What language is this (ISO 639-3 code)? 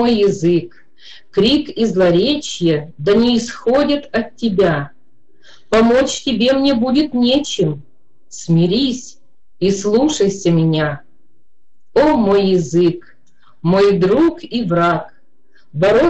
rus